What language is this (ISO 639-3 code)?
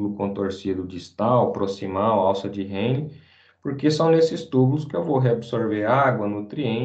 por